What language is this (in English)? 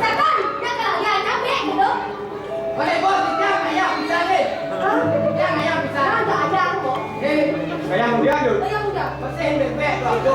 Balinese